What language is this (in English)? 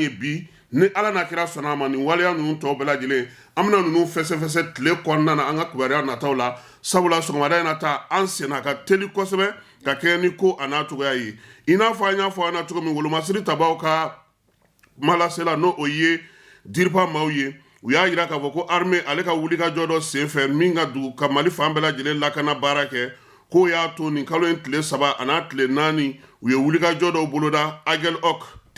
Bambara